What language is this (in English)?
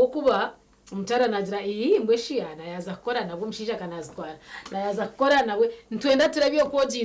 Nyankole